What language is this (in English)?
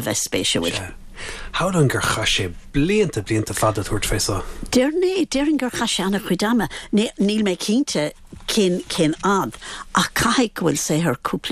Irish